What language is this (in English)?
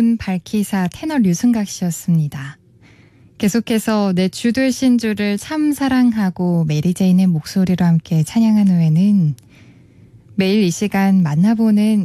Korean